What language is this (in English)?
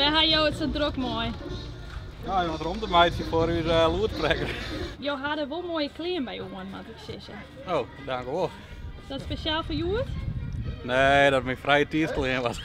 Western Frisian